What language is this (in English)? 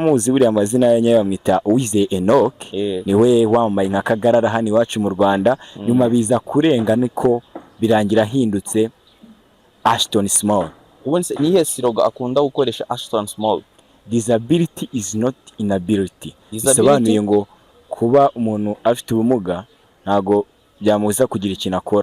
Kinyarwanda